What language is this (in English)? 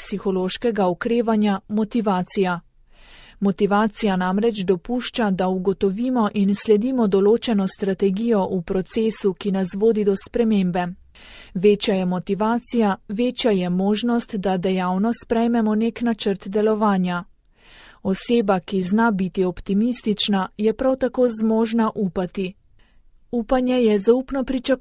Slovenian